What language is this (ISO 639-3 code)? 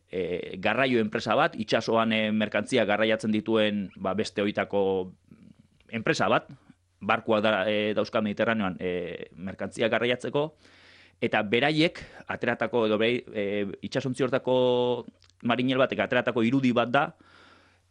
eus